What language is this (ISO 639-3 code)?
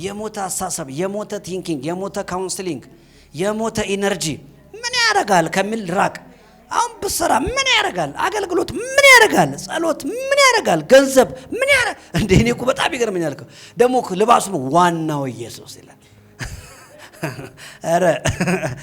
amh